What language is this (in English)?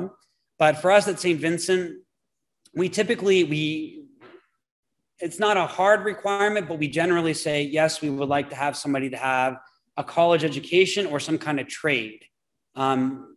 English